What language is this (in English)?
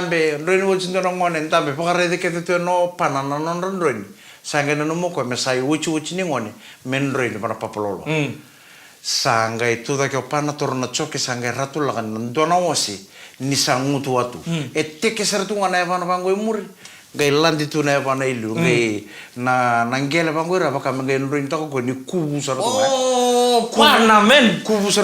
Fijian